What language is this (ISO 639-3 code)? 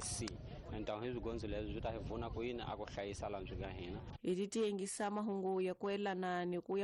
tso